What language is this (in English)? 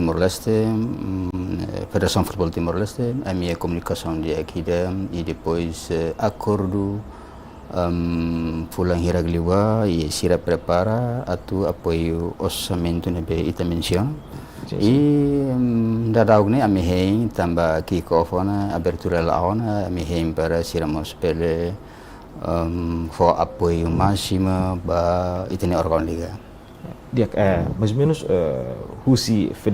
Tetum